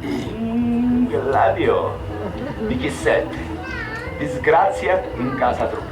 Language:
Sicilian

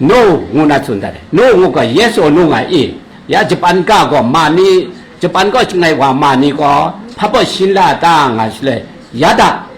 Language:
Kachin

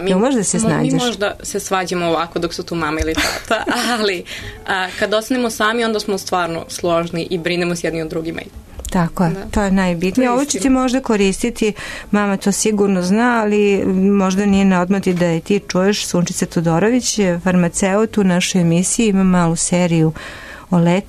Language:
Serbian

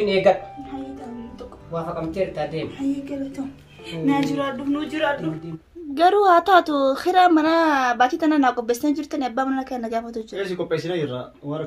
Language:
Oromo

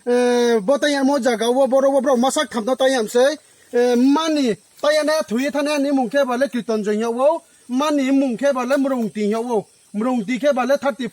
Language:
Riang (India)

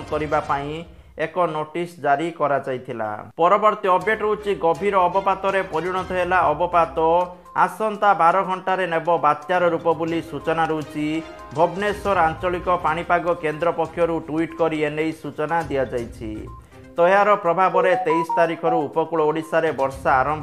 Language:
Odia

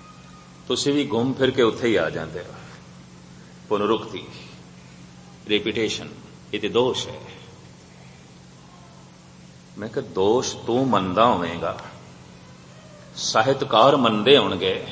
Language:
Punjabi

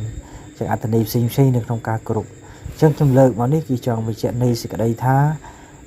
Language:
Khmer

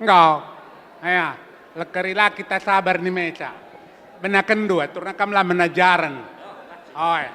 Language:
Batak Karo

